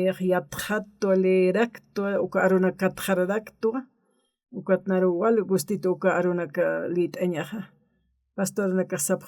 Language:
Aymara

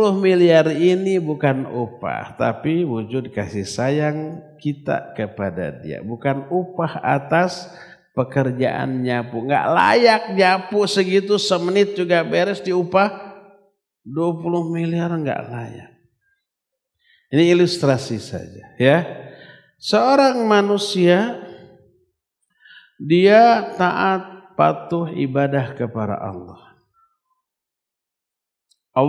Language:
Indonesian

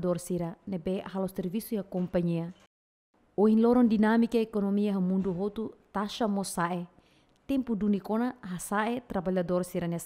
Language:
Tetum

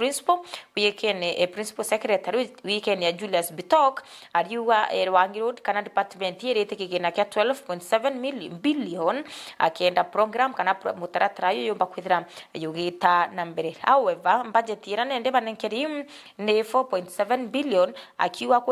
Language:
Meru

